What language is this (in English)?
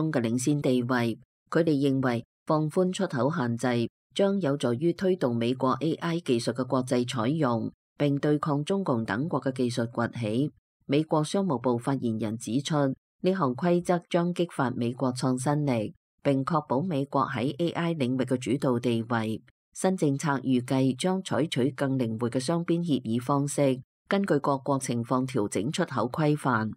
Cantonese